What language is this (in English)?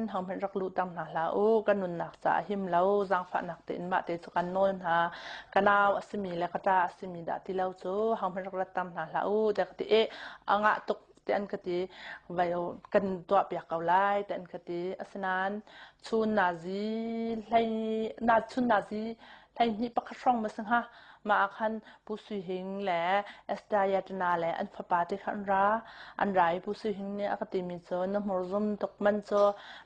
Hakha Chin